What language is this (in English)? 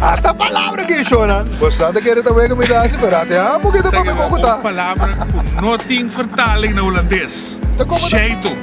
Papiamento